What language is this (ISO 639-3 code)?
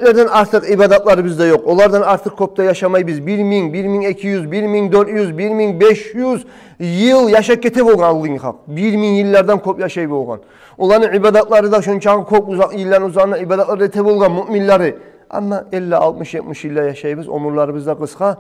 kum